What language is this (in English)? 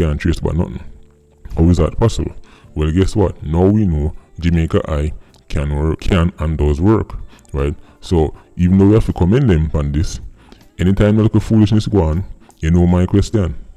Jamaican Creole English